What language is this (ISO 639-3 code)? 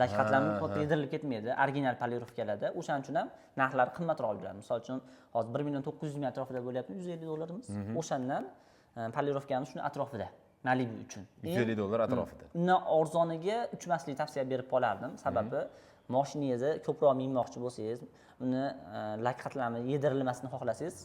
uzb